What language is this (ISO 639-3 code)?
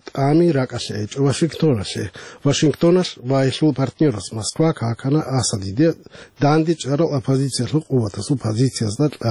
ava